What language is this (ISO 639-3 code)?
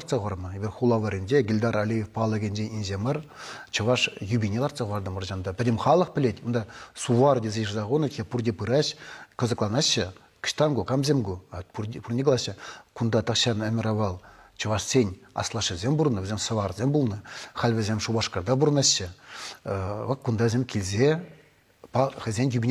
chv